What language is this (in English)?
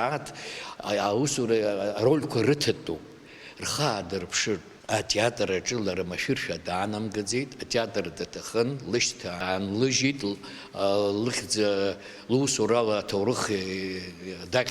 Abkhazian